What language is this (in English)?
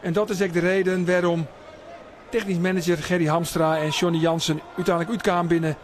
Western Frisian